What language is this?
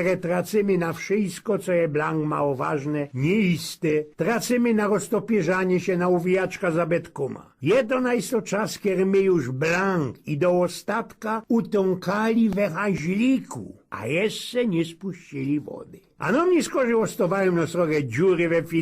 Silesian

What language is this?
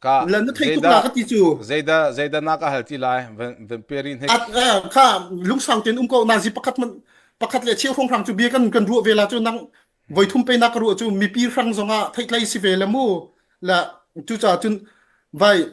Hakha Chin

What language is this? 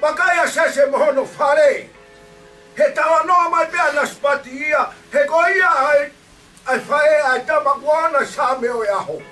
Tongan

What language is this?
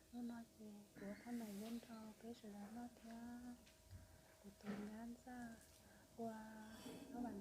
Hmong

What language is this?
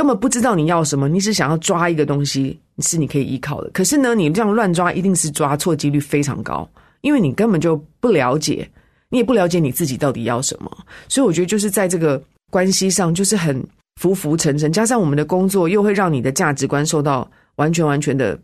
Chinese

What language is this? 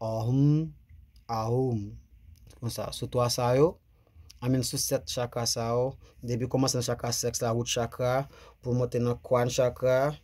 Haitian Creole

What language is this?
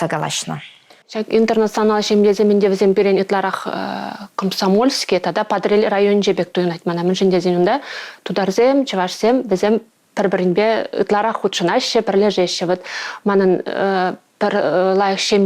Chuvash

